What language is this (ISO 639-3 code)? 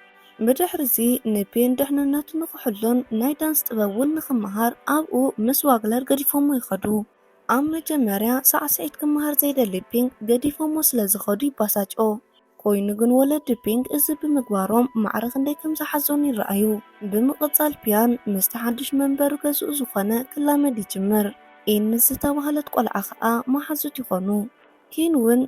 tir